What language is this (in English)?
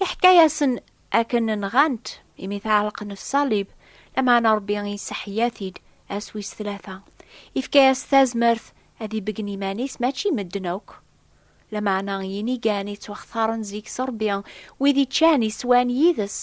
Kabyle